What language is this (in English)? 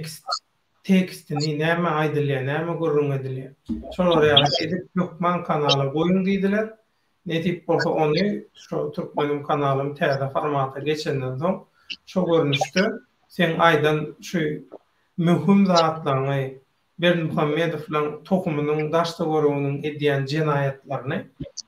Turkmen